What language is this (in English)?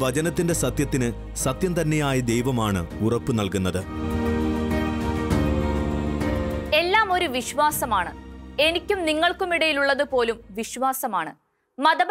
Malayalam